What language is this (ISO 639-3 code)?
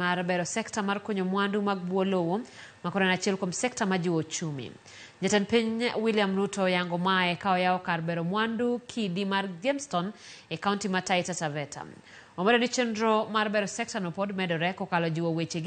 luo